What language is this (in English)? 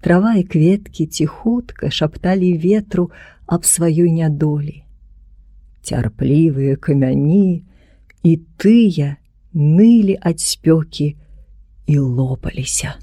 Belarusian